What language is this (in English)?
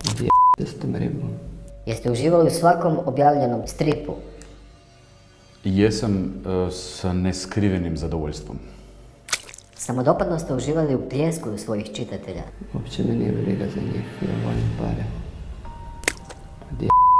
Croatian